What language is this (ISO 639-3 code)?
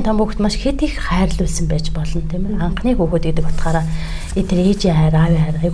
mon